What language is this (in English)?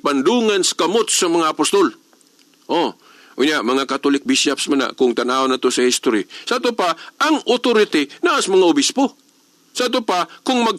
Cebuano